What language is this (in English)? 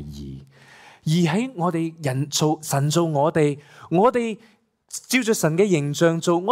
Cantonese